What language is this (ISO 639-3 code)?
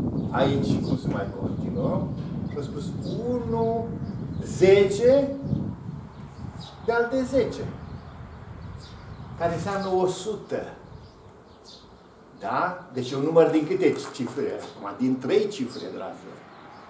ron